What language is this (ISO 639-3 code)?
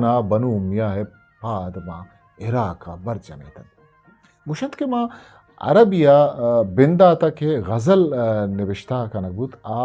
bgp